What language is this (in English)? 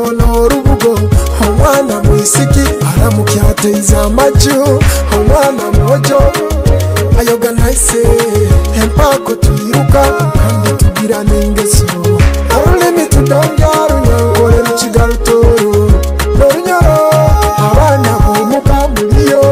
Nyoro